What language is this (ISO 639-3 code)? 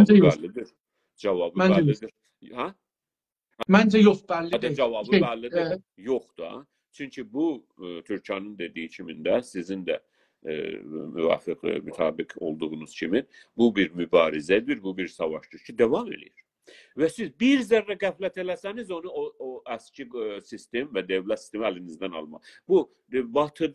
azb